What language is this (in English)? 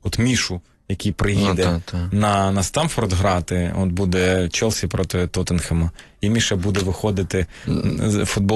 Ukrainian